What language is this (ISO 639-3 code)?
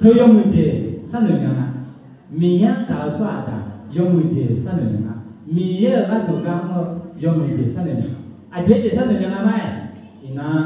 ahk